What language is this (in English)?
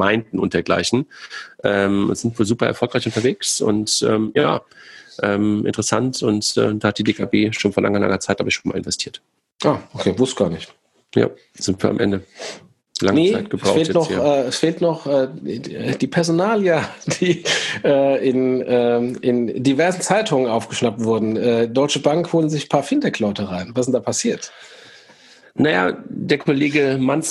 German